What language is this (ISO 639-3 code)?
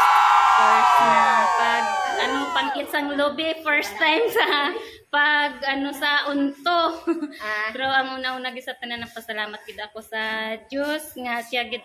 hil